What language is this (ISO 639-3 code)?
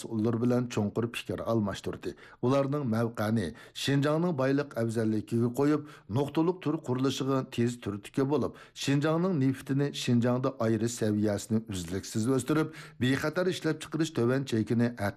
uig